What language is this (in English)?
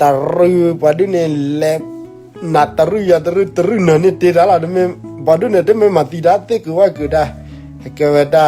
S'gaw Karen